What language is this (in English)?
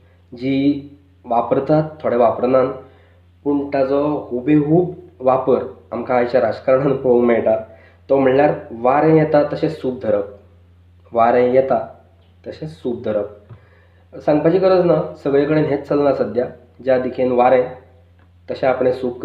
Konkani